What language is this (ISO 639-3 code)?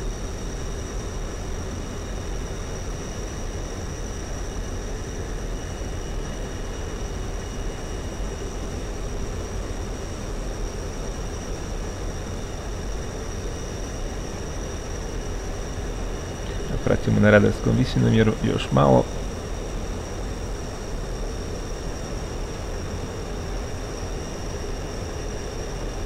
hrv